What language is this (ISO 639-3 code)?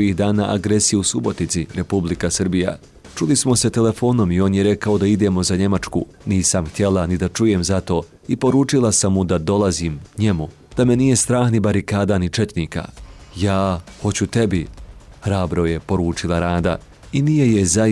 bos